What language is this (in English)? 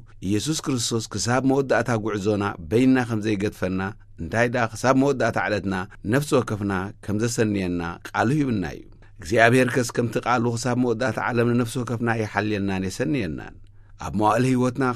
Tigrinya